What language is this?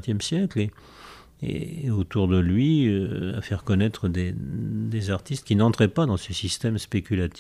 French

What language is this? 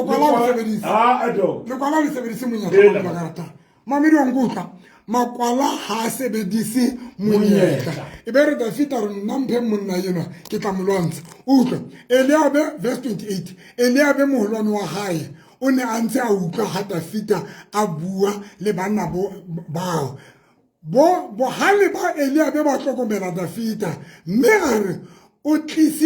Southern Sotho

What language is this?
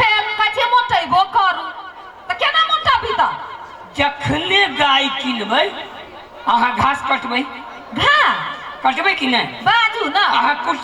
Maithili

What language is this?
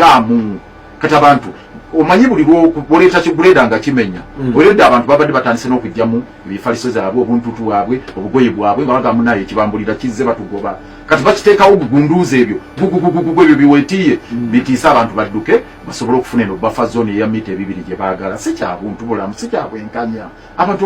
Ganda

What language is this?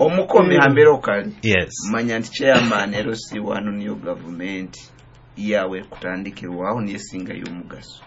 Nyoro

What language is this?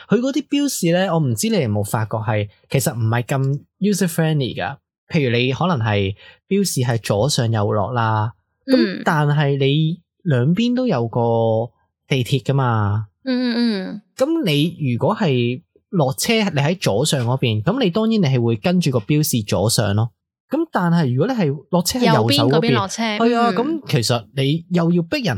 Cantonese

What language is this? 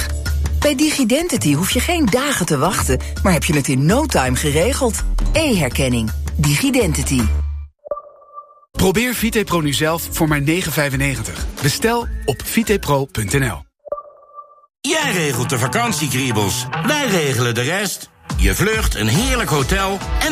Dutch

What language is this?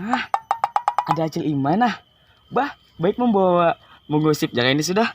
Banjar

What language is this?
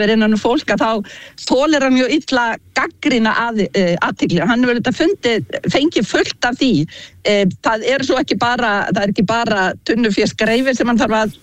Icelandic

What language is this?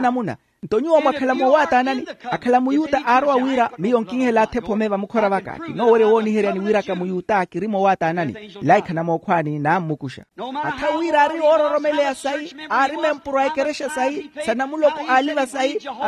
Makhuwa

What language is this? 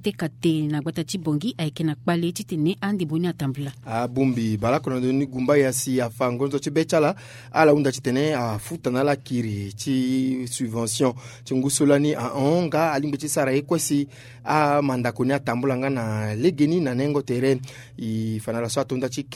Sango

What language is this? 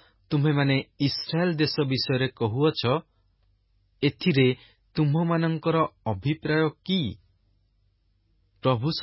Odia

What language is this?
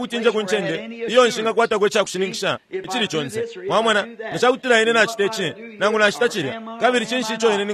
Bemba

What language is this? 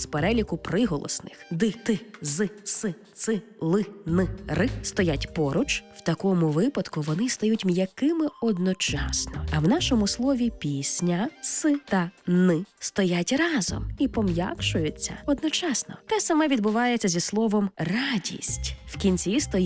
Ukrainian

